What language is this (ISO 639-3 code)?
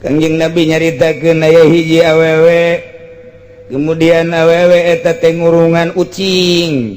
sun